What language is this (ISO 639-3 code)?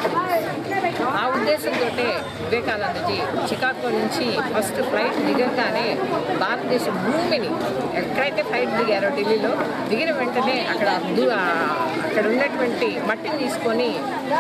tel